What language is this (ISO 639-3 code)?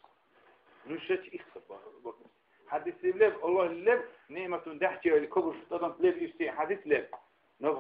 dar